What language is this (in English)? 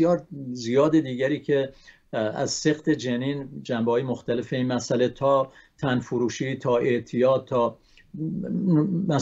Persian